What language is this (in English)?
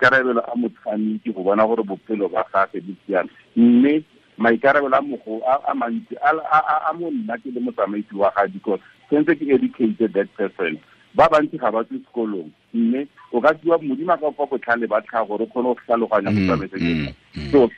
Tswana